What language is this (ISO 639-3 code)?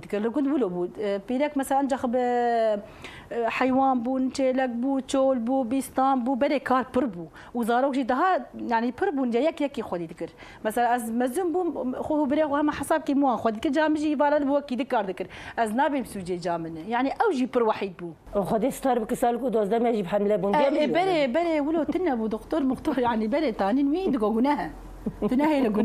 kur